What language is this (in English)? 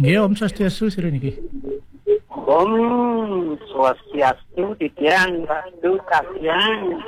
Balinese